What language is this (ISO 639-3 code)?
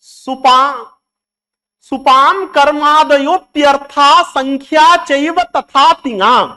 san